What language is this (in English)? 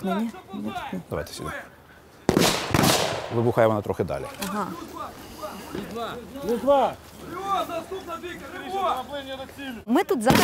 Ukrainian